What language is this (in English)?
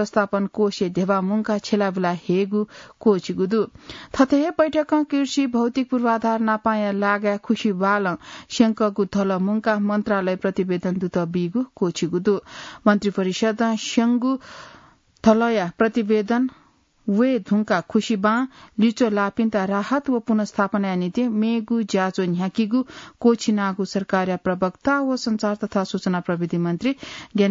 Newari